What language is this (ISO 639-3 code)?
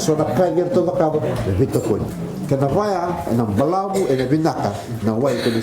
fij